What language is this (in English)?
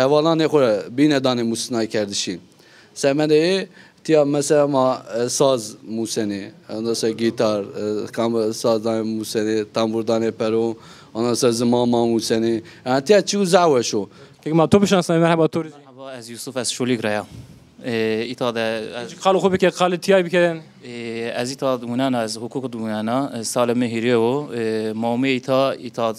Zaza